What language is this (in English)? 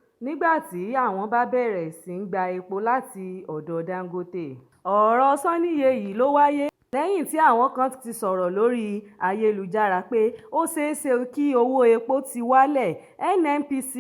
Yoruba